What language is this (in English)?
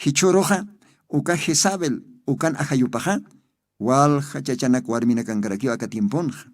Aymara